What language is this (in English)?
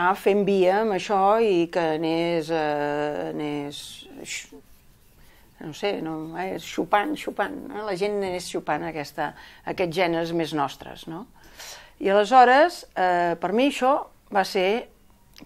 Catalan